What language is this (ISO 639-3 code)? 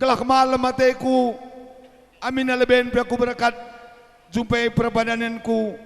btx